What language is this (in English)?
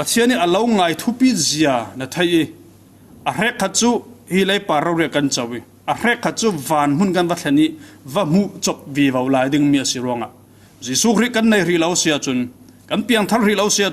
Falam Chin